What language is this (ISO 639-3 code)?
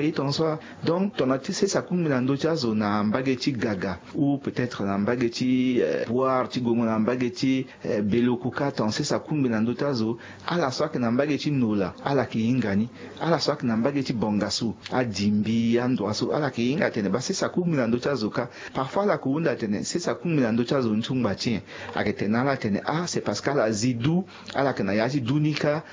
sag